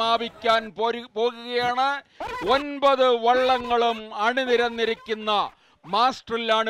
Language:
Malayalam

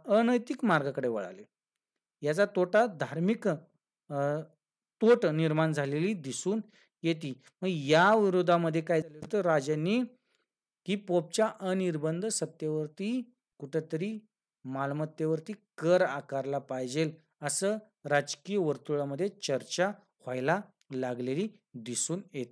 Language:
Marathi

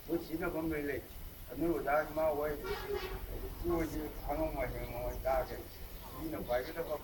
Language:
Manipuri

